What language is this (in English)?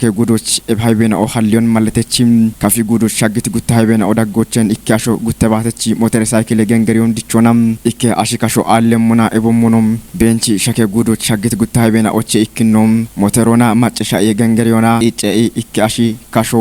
Kafa